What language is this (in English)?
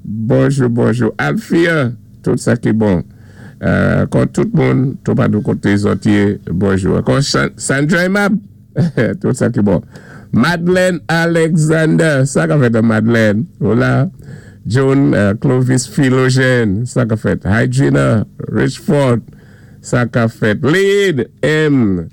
Saint Lucian Creole French